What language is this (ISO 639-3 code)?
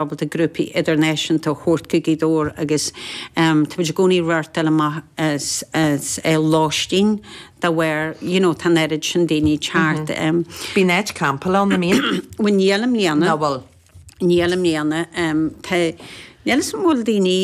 gle